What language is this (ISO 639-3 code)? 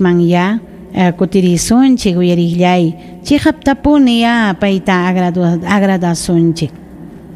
quy